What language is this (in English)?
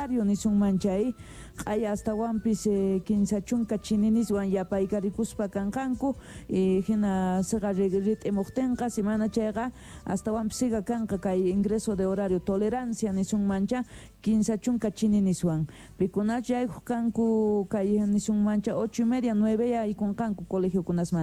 South Bolivian Quechua